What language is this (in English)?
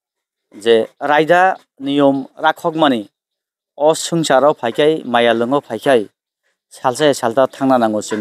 Kok Borok